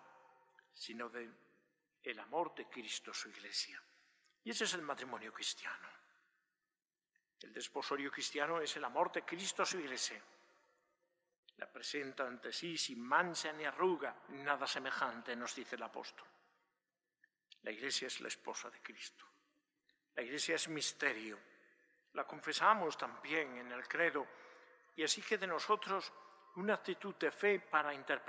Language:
Spanish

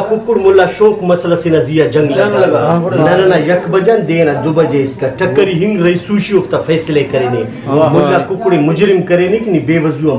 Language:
Brahui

